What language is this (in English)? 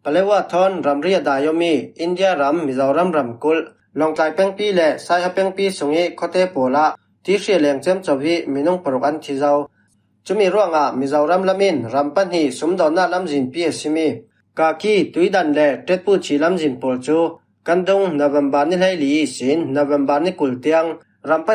Falam Chin